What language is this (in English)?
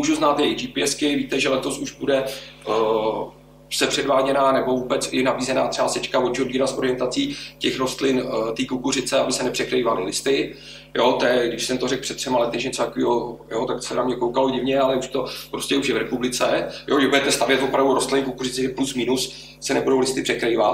Czech